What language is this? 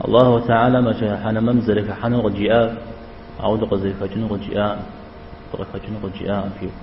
Kabardian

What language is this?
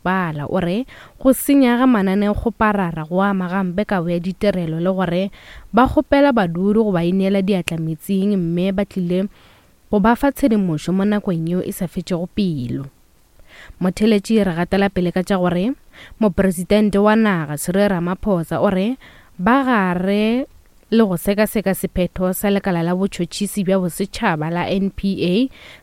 Northern Sotho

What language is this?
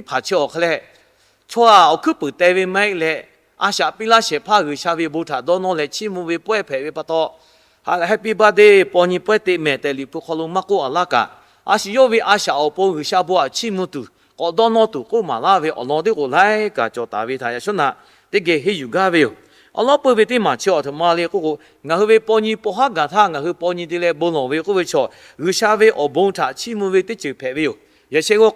Lahu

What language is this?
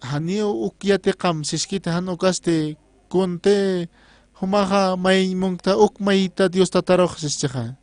Aymara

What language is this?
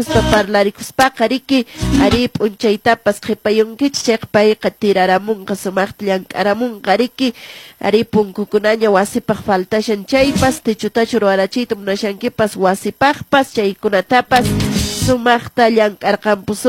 Quechua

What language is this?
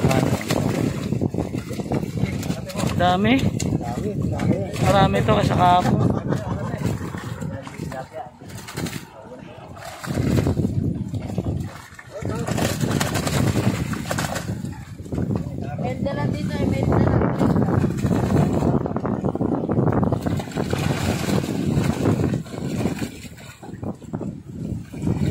Filipino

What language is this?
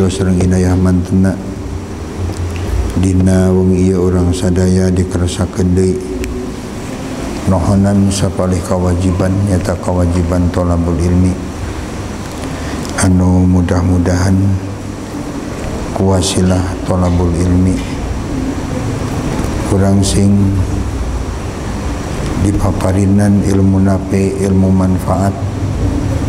Sundanese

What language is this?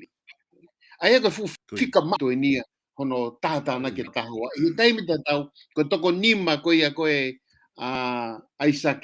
Tongan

